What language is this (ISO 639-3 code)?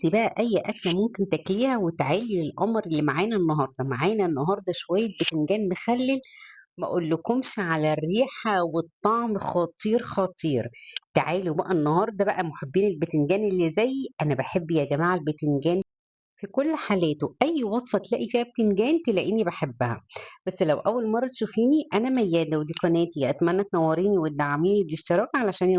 arz